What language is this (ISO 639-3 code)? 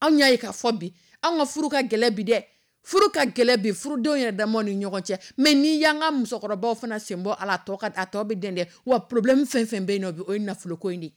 dyu